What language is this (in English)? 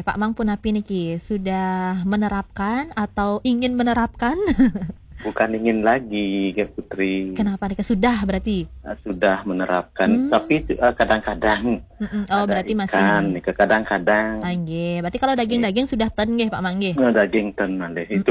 Balinese